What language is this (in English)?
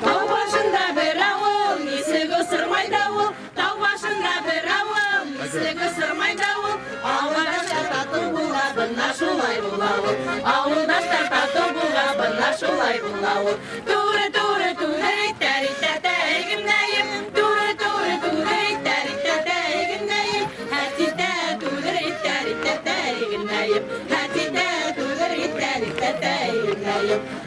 Bashkir